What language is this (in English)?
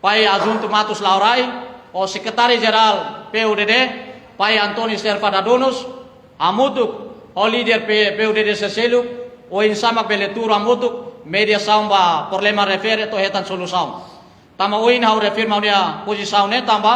Tetum